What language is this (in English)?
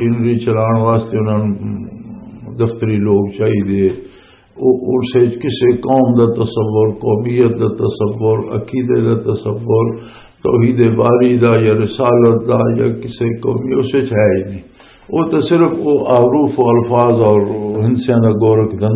Western Panjabi